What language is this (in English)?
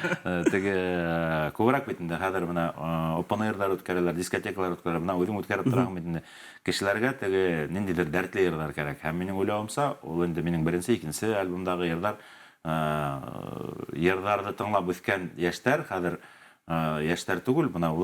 Bashkir